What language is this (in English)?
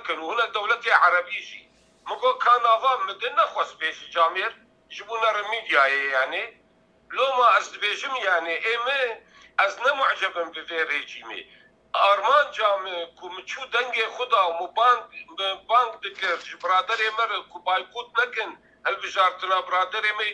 Kurdish